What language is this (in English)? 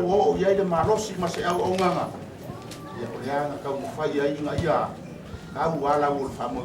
Samoan